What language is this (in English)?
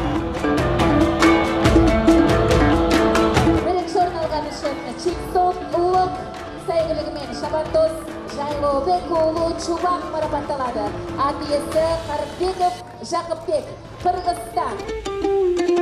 Kyrgyz